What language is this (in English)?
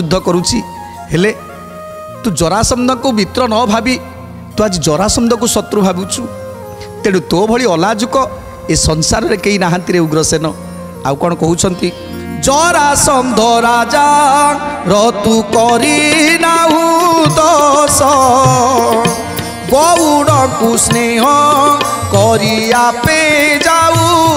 Odia